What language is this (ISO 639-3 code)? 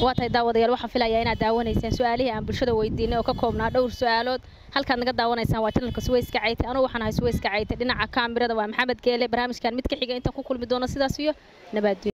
som